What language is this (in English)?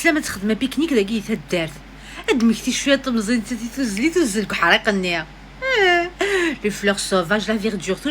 Kabyle